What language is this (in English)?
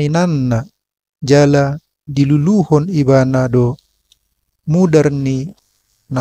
Batak Toba